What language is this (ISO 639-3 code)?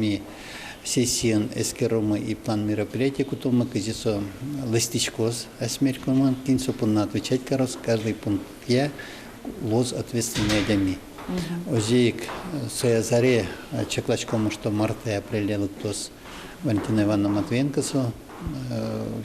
udm